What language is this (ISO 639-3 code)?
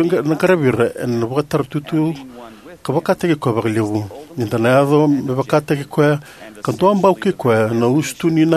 fij